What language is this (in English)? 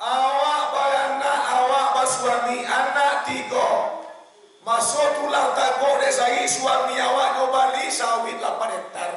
Minangkabau